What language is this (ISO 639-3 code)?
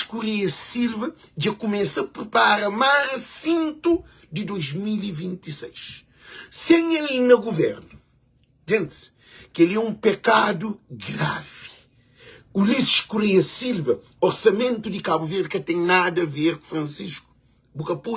kea